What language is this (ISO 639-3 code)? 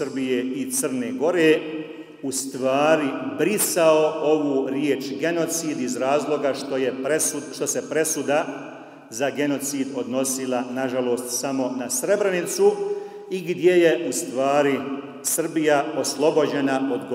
bos